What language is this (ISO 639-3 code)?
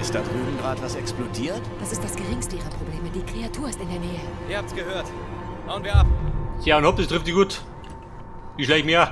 bar